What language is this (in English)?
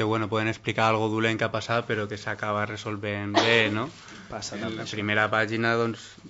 Catalan